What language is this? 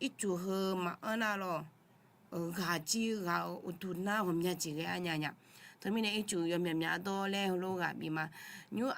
Akha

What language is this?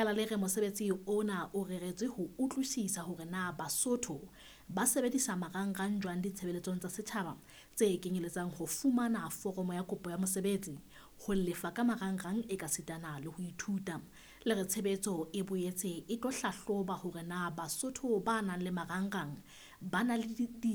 Southern Sotho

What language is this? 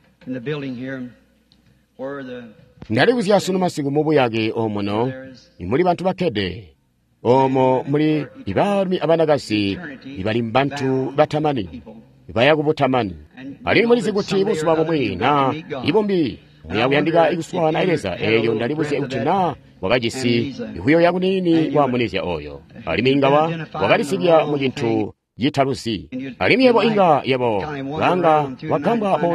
Tonga (Zambia)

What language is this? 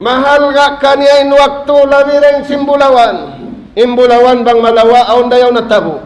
Tausug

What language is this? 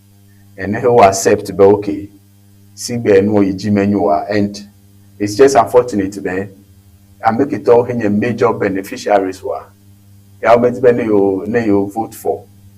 Ewe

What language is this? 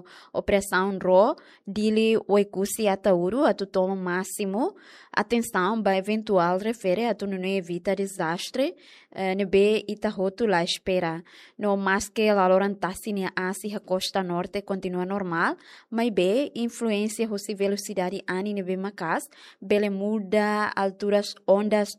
Tetum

